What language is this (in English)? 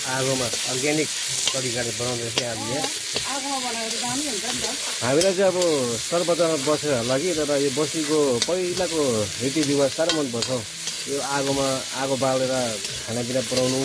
Nepali